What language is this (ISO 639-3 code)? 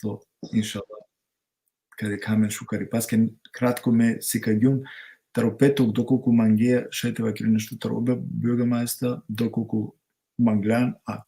rmn